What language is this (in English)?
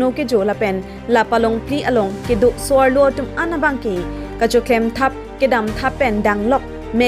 Karbi